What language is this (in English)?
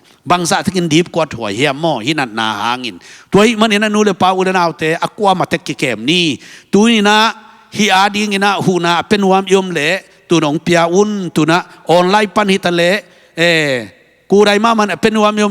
Tedim Chin